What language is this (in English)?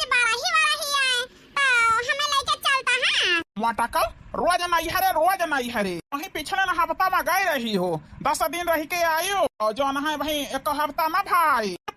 Awadhi